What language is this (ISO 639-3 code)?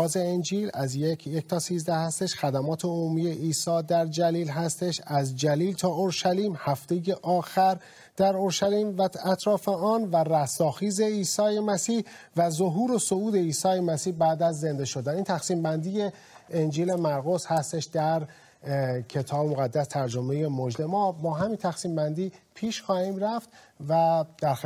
fas